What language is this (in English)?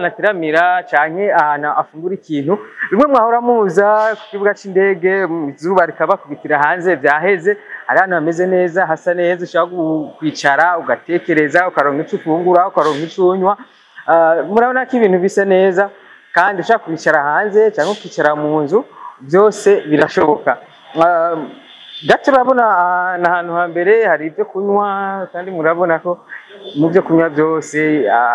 Rundi